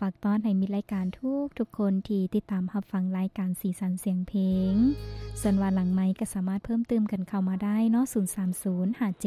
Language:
Lao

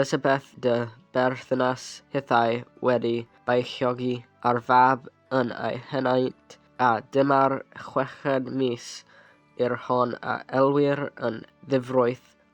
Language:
Welsh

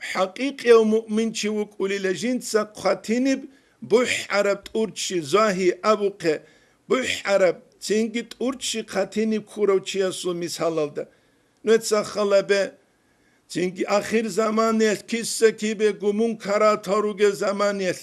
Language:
Avaric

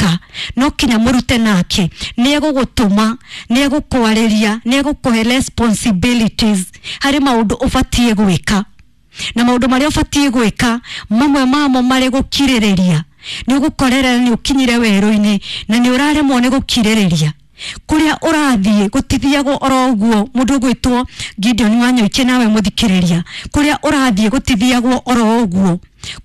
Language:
Kikuyu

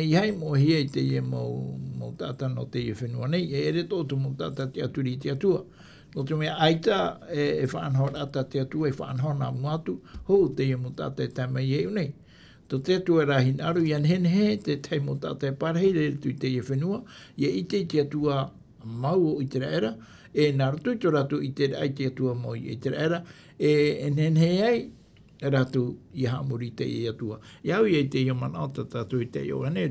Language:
Tahitian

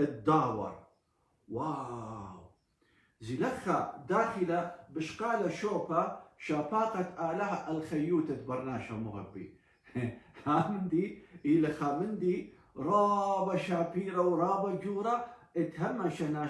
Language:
Assyrian Neo-Aramaic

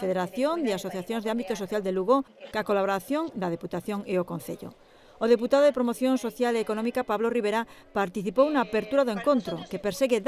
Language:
Galician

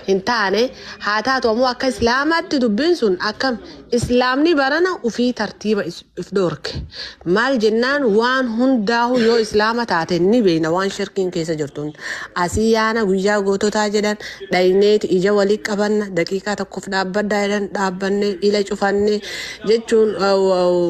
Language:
Oromo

